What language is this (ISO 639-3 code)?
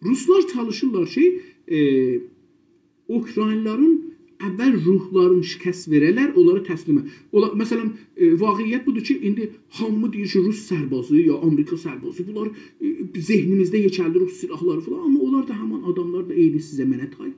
azb